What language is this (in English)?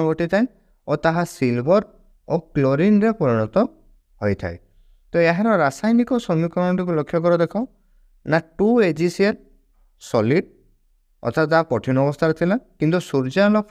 Odia